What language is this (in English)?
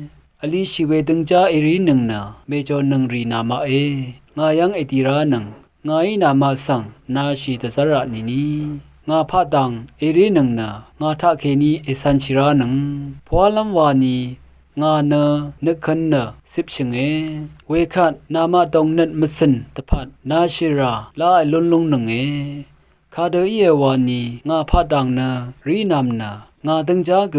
Rawang